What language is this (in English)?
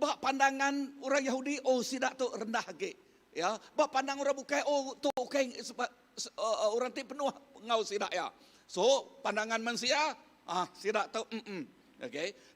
Iban